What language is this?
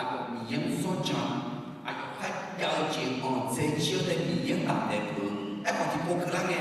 Akha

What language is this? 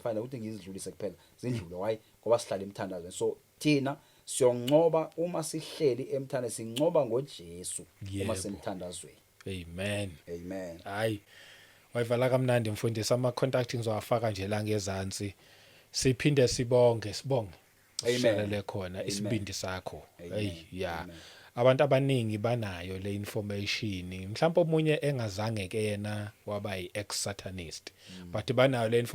Zulu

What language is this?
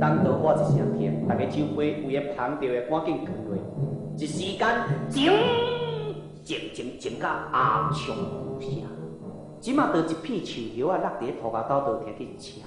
Min Nan Chinese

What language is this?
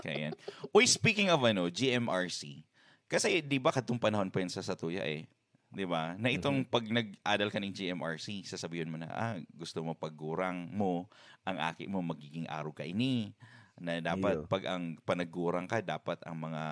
Bikol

